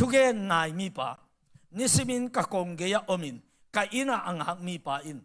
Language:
Tedim Chin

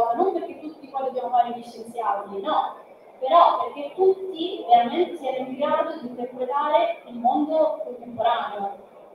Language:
Italian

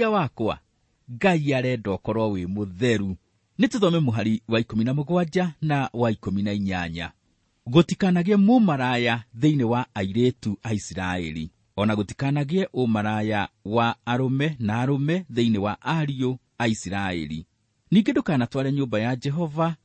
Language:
Kikuyu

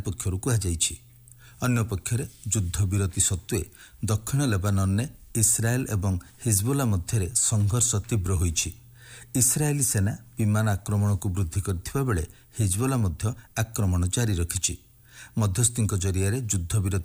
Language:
Odia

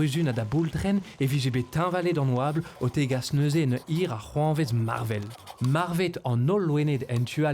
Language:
Breton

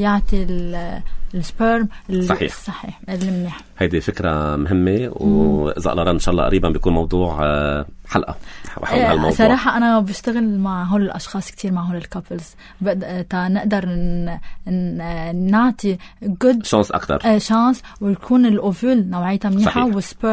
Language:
North Levantine Arabic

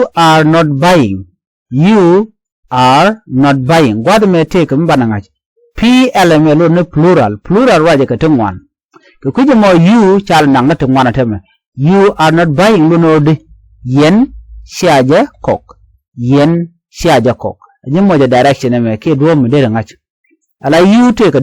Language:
Nuer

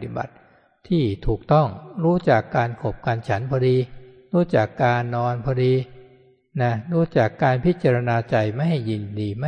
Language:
Thai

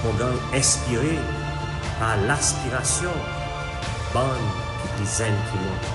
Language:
Seselwa Creole French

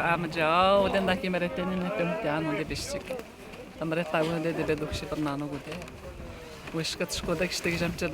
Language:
Atikamekw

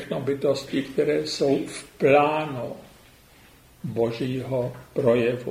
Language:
Czech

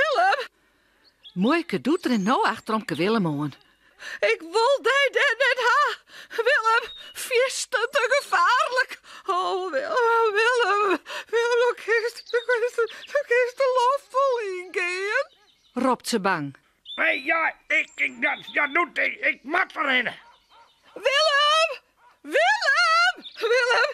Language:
Western Frisian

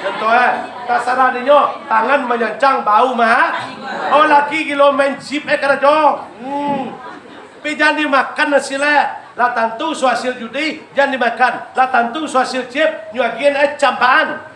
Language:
Minangkabau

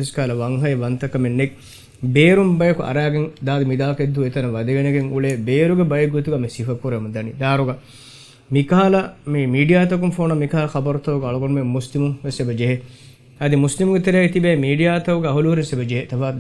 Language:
Divehi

